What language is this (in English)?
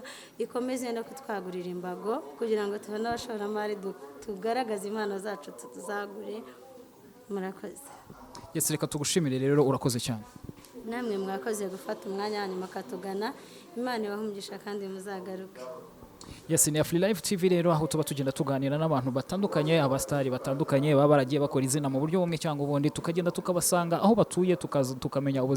Kinyarwanda